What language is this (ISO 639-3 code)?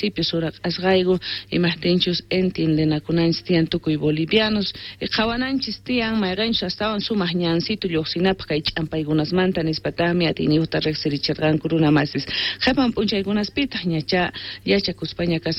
que